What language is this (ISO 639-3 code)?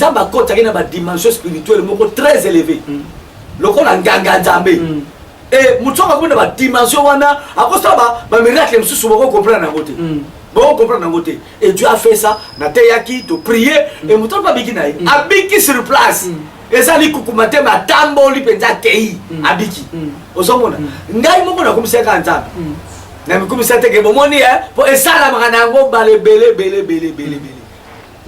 lin